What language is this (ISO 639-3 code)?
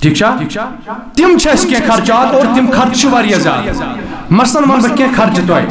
kas